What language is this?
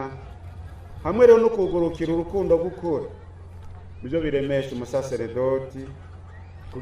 Rundi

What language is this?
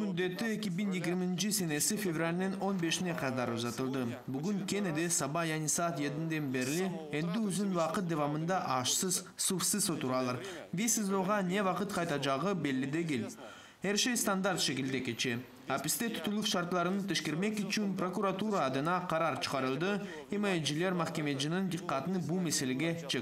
Crimean Tatar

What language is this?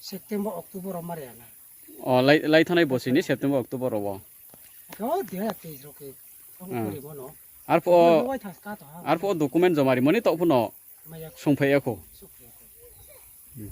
Riang (India)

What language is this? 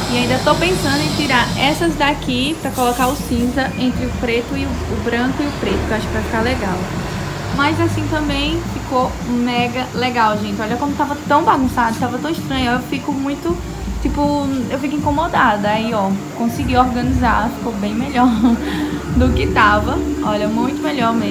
Portuguese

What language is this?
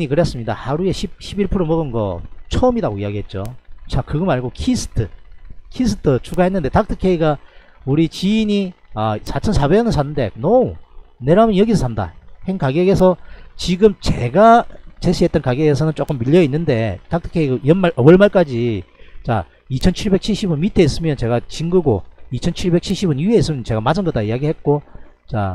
Korean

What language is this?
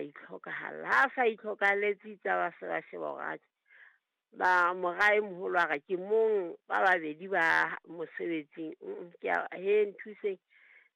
Southern Sotho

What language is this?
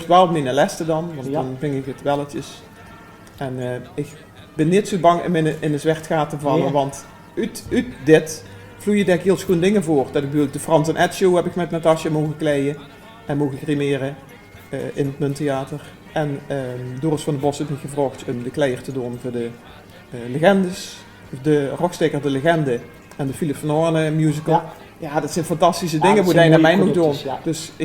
Limburgish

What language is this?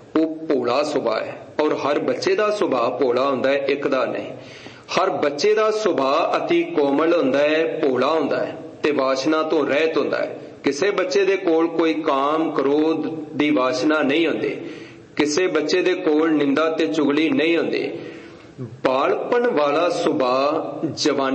Punjabi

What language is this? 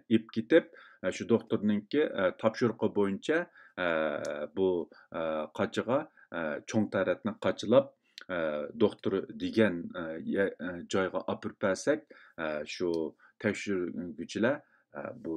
Uyghur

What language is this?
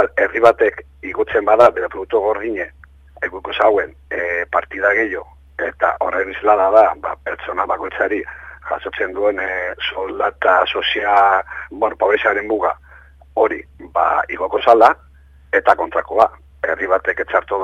Basque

